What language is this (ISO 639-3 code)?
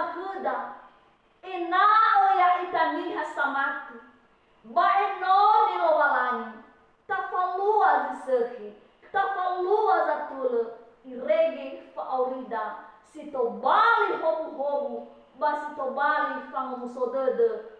nia